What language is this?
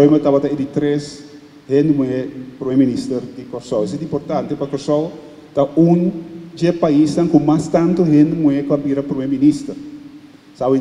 Papiamento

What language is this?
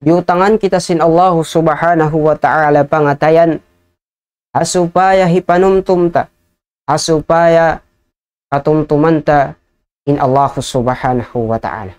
Tausug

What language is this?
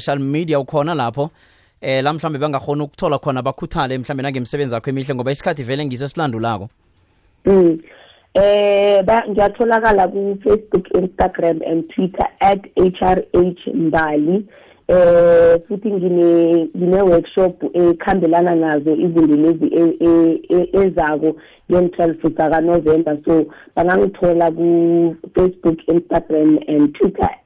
South Ndebele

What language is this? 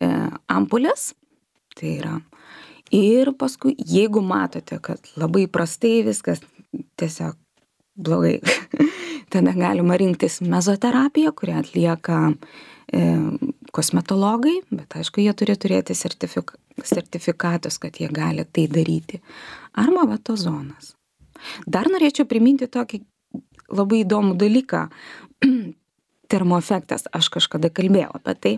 Lithuanian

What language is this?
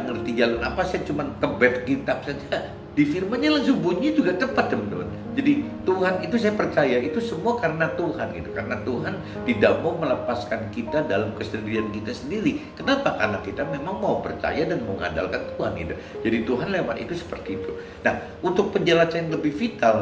Indonesian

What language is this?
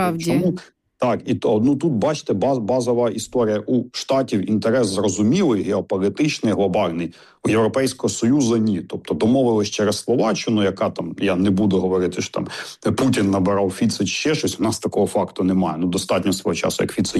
Ukrainian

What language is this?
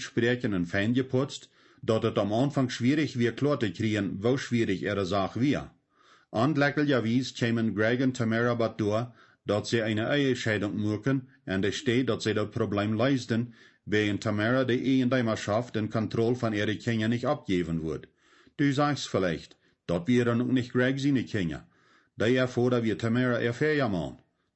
Plautdietsch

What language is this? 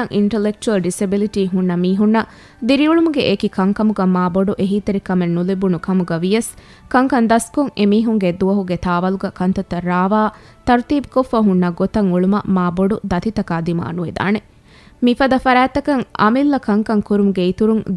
Divehi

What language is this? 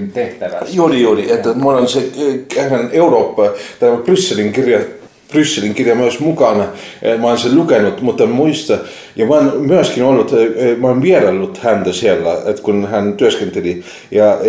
Finnish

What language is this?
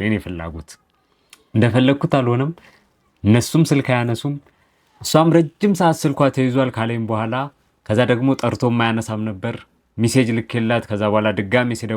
Amharic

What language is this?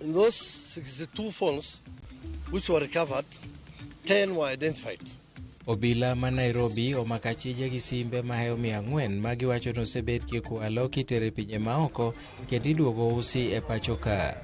Luo (Kenya and Tanzania)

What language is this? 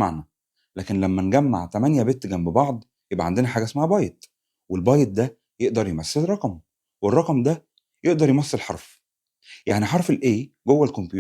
Egyptian Arabic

